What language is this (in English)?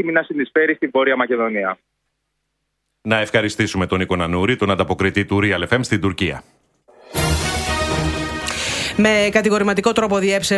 Greek